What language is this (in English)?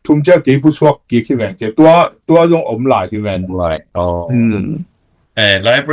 Tedim Chin